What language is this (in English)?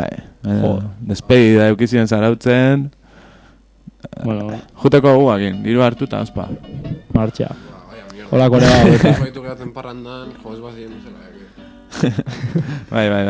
Basque